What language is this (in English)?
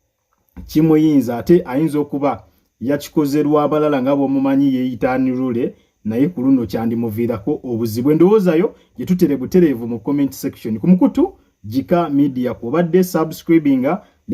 Ganda